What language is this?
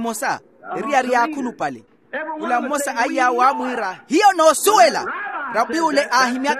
Makhuwa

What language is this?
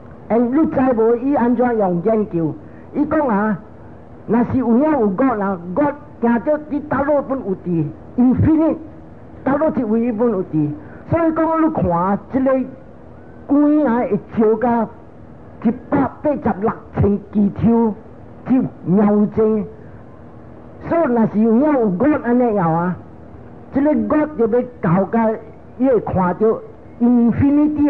Min Nan Chinese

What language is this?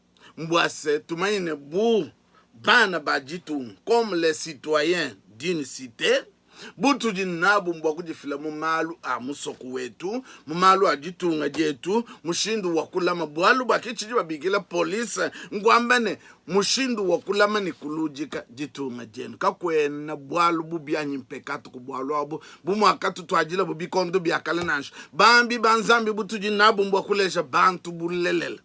Luba-Lulua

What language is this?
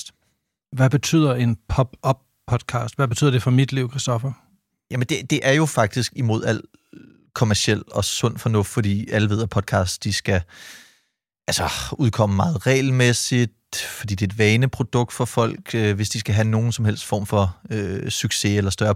Danish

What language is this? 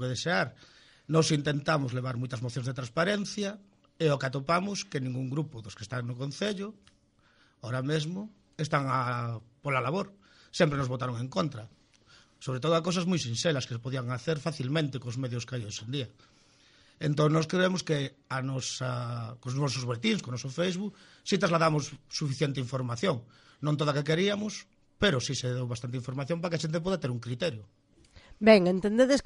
Galician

